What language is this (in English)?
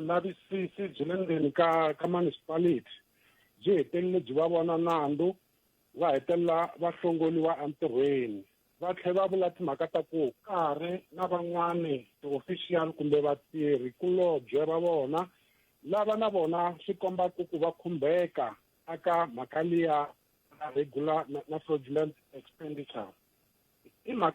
Tsonga